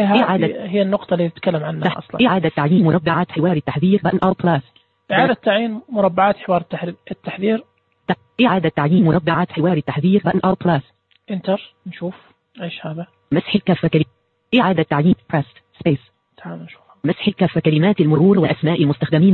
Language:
Najdi Arabic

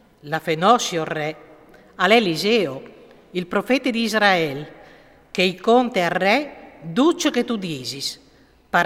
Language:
Friulian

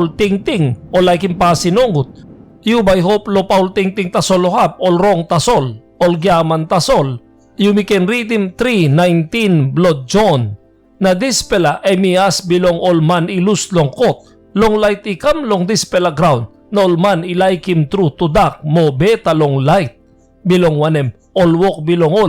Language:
Tok Pisin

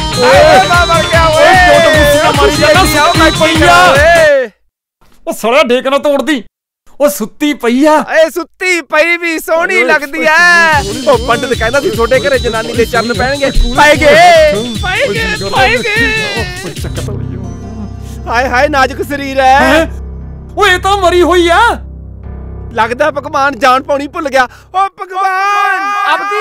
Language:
Punjabi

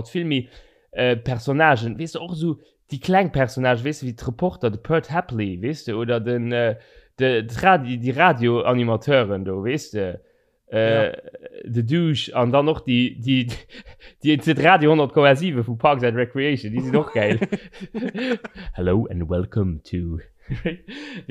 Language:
Luxembourgish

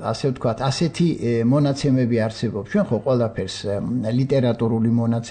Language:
Georgian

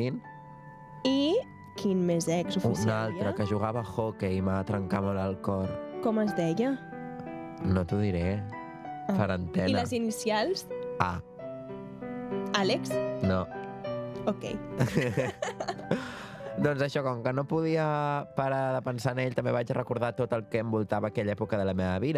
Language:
Catalan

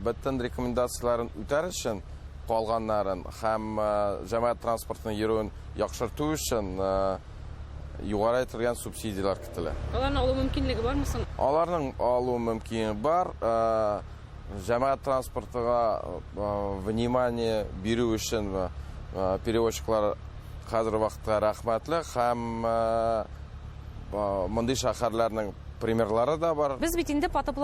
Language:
Tatar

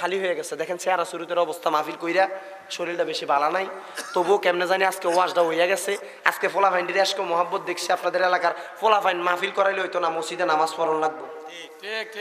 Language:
Sylheti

